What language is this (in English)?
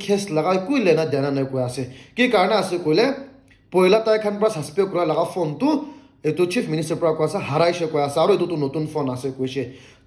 Naga Pidgin